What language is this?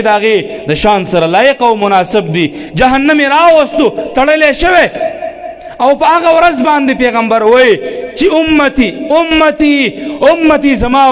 Pashto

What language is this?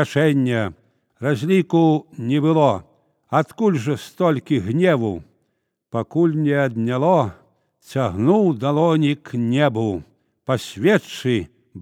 Belarusian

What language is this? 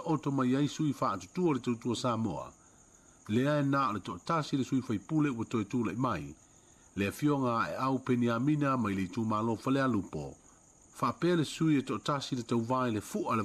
Samoan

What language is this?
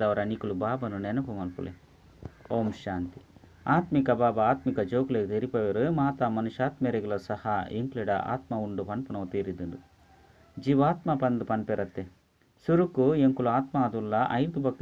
Tulu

